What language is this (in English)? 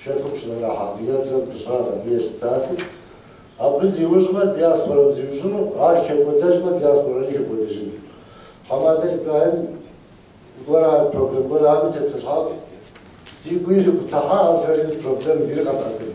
Kabardian